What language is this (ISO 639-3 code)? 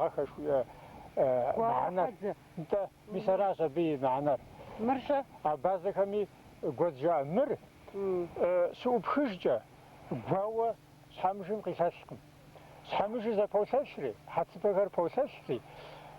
kbd